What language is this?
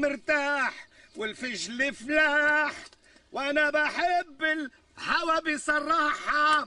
North Levantine Arabic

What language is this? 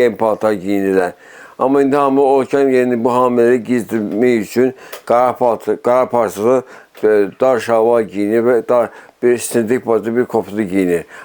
Azerbaijani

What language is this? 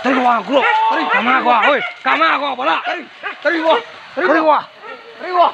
Minangkabau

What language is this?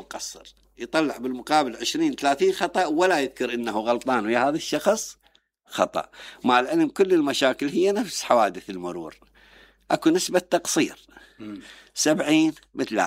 Mesopotamian Arabic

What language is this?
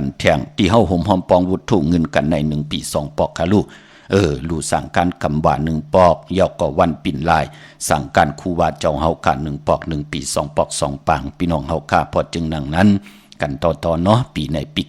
Shan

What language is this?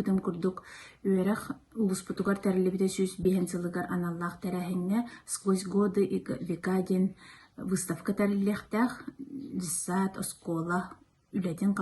Yakut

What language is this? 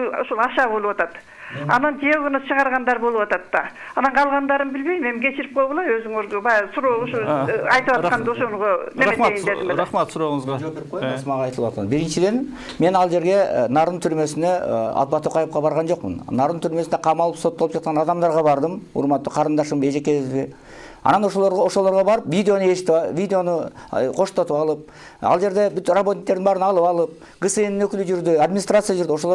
Kyrgyz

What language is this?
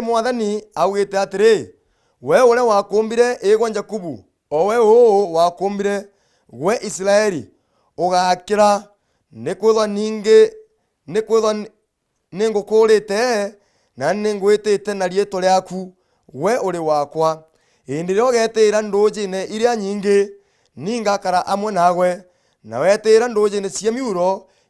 Meru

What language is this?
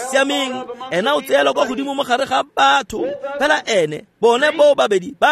Tswana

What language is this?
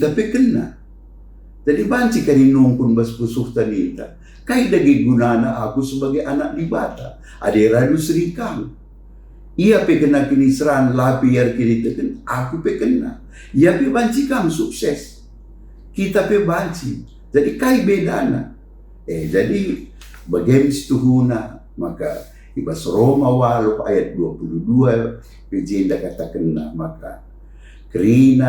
Batak Karo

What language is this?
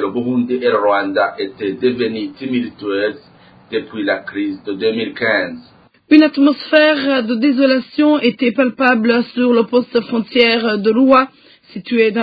French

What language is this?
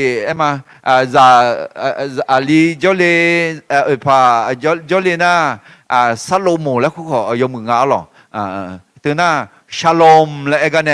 Akha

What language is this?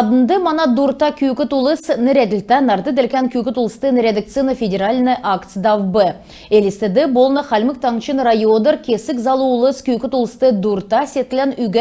Kalmyk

